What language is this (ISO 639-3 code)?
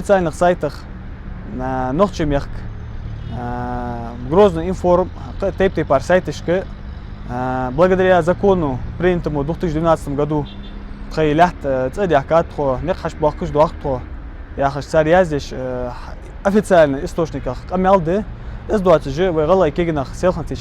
inh